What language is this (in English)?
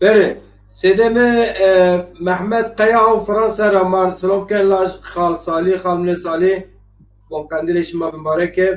Zaza